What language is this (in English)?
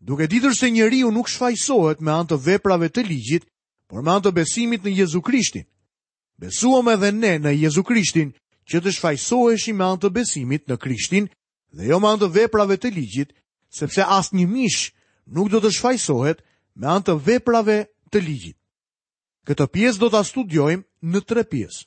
Albanian